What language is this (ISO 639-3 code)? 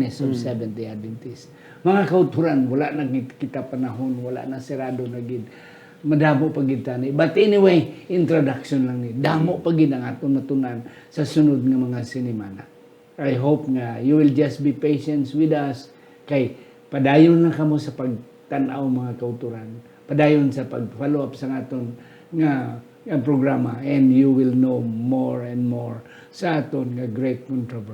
hil